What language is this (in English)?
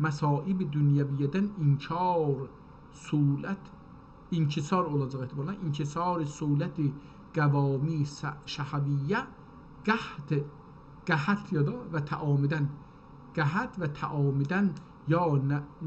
South Azerbaijani